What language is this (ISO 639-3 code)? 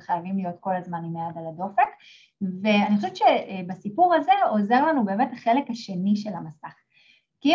heb